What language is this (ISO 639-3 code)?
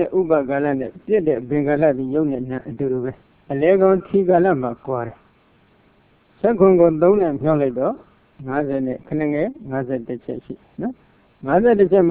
mya